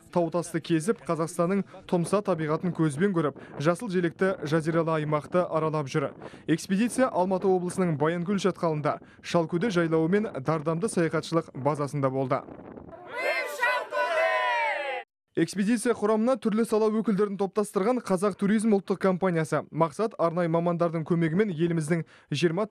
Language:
Kazakh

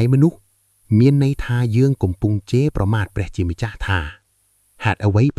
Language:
Khmer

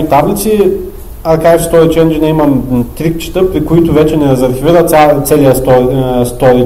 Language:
Bulgarian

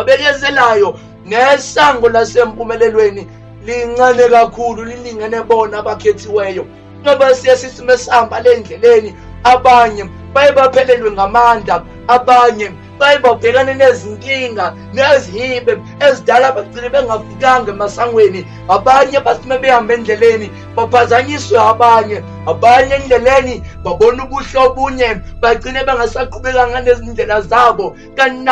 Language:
Zulu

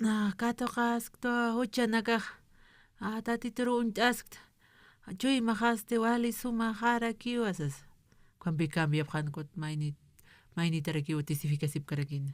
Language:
Aymara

